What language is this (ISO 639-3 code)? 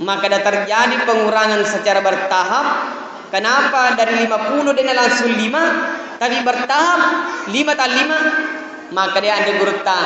bug